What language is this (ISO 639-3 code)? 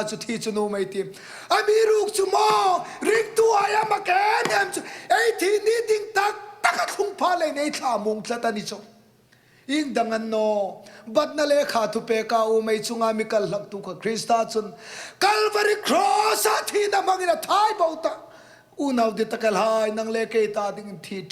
hmr